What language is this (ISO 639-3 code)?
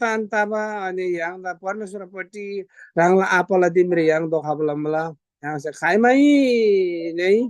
taj